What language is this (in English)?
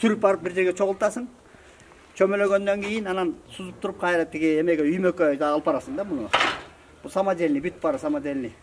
Kyrgyz